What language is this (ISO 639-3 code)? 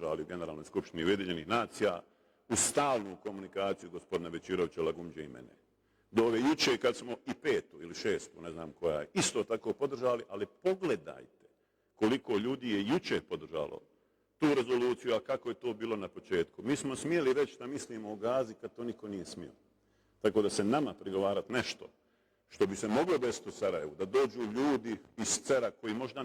bos